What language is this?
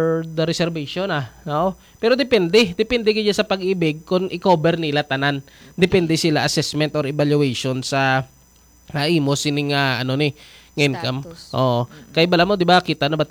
Hiligaynon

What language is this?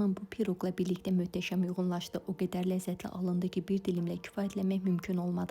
Azerbaijani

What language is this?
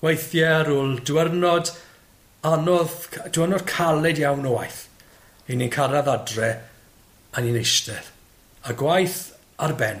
Welsh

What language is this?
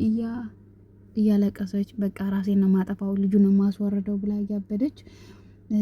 Amharic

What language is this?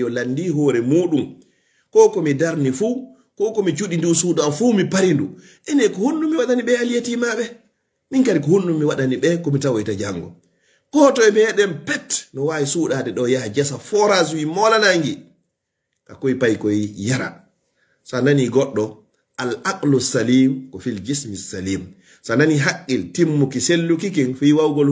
Fula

